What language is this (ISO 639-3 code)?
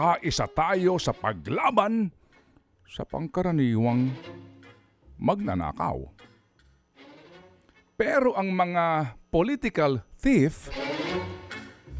fil